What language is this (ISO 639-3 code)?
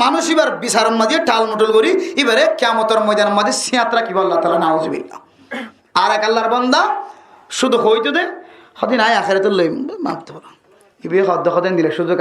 rhg